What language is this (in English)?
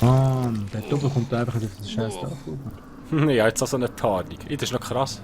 Swiss German